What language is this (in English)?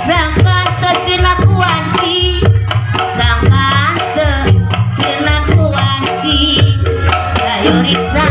Sundanese